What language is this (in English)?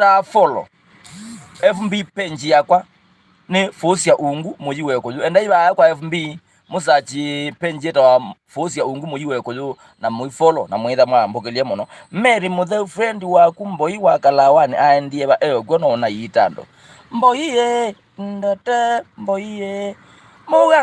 Kamba